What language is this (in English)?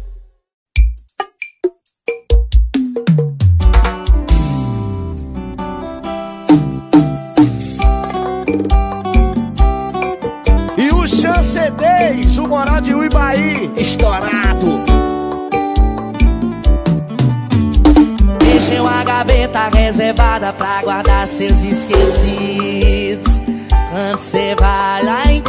Portuguese